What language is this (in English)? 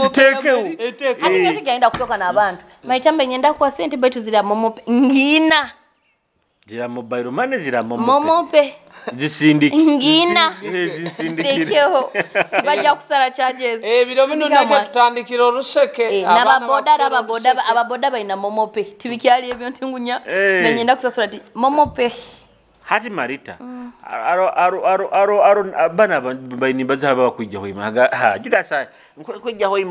Nyoro